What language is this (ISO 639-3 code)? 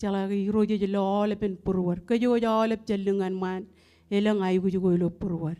mah